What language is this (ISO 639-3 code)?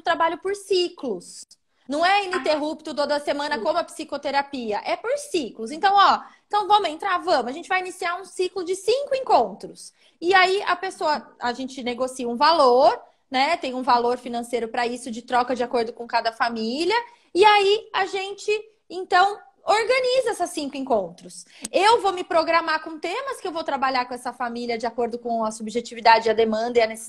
por